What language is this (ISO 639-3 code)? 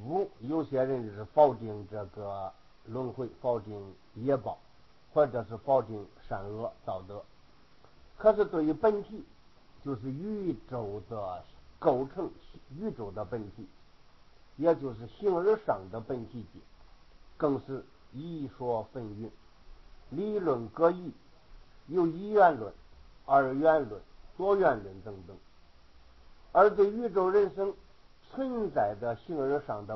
zho